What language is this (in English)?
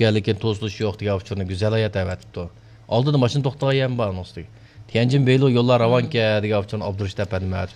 Uyghur